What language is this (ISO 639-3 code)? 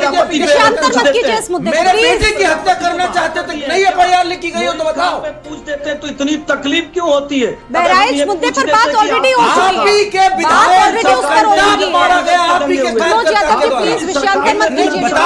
hin